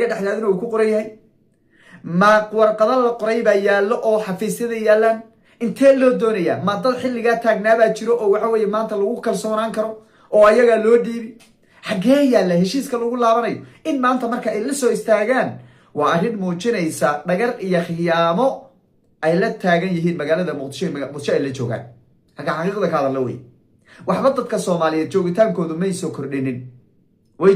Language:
Somali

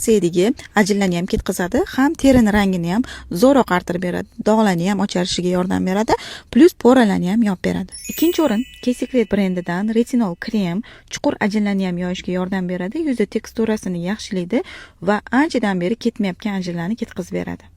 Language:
Uzbek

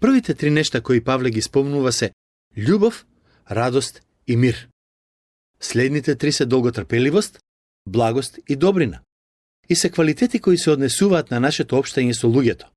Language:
Macedonian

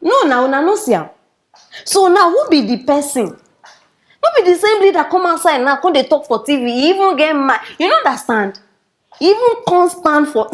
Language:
Nigerian Pidgin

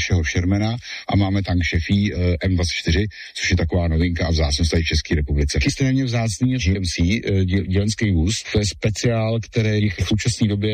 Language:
Czech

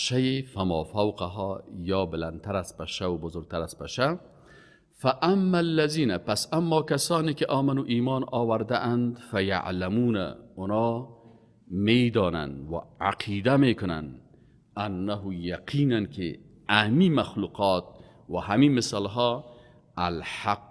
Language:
Persian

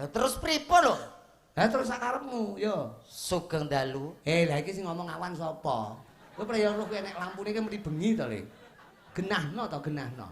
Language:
Javanese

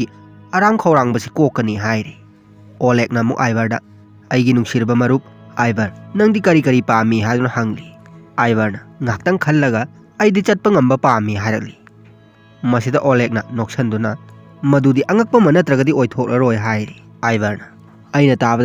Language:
Manipuri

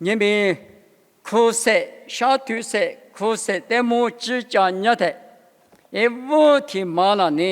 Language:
Lisu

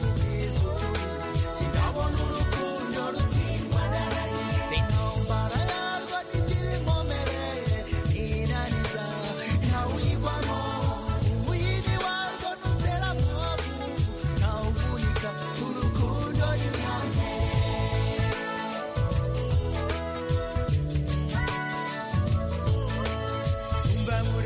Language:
Kinyarwanda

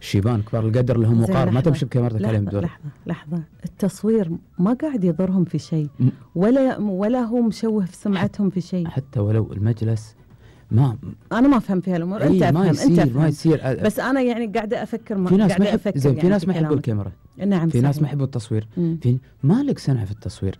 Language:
Gulf Arabic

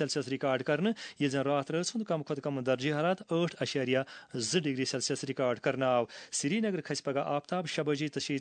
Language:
Kashmiri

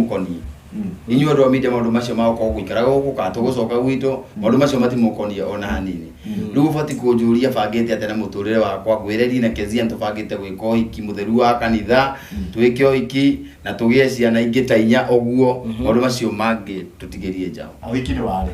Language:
Kikuyu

